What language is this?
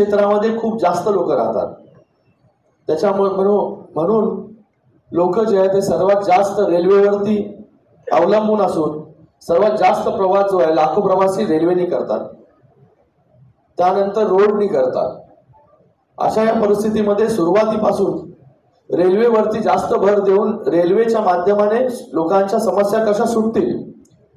Marathi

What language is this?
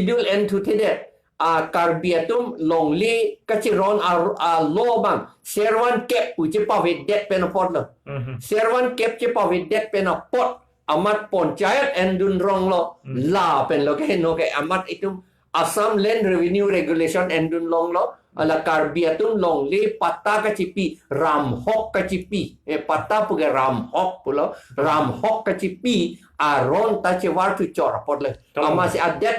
Karbi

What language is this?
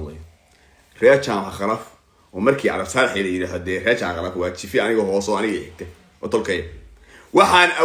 Somali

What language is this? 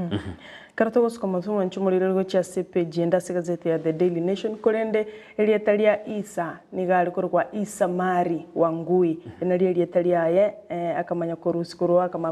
Gusii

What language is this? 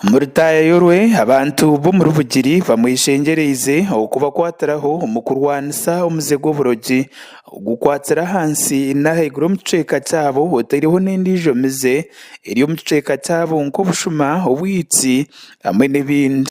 Nyankole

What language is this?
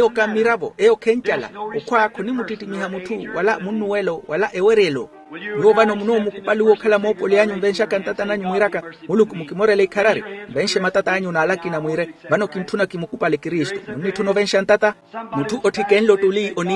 Makhuwa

